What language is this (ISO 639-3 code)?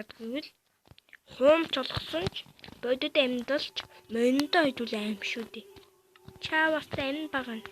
mon